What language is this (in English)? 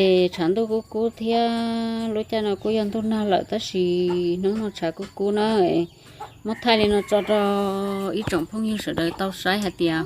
Hmong